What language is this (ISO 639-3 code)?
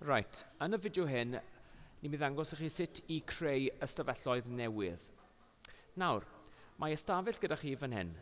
cym